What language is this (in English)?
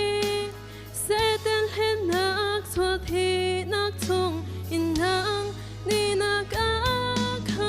Hakha Chin